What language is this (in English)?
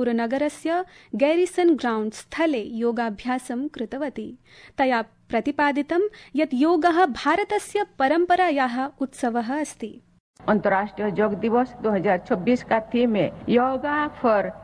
Sanskrit